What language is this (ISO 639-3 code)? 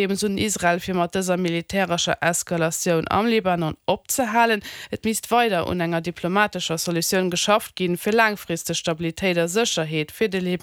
ltz